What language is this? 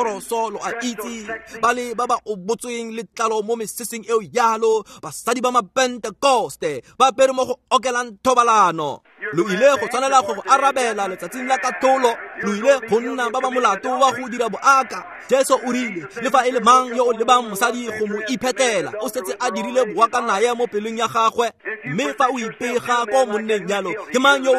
Tswana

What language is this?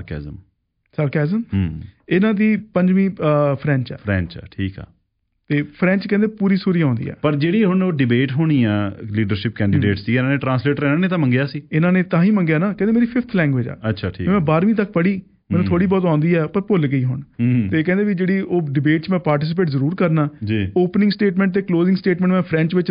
Punjabi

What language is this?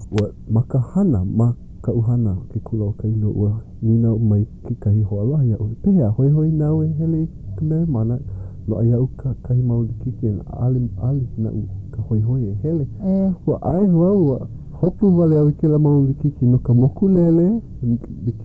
Hawaiian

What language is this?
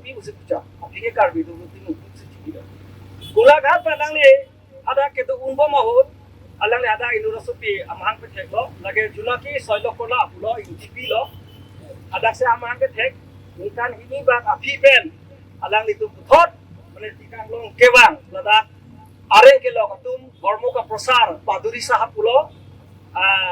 Karbi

